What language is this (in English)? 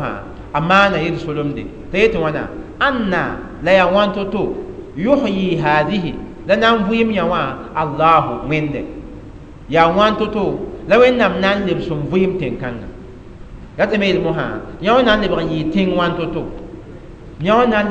Mossi